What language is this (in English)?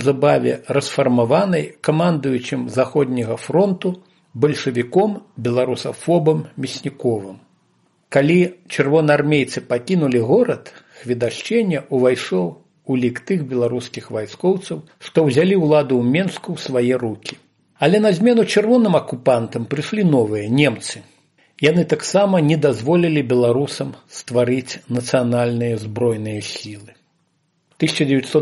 Belarusian